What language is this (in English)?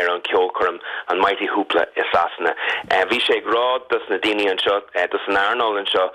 Irish